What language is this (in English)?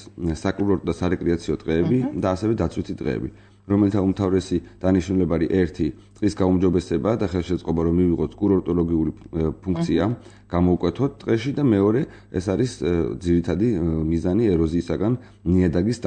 Georgian